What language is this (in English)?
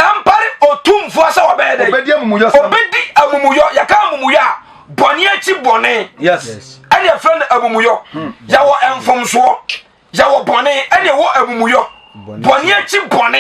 Akan